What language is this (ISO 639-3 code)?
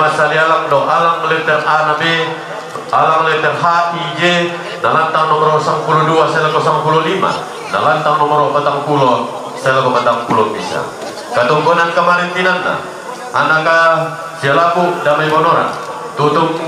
sda